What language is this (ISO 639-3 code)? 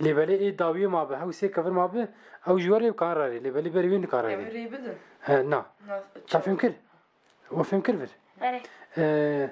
kur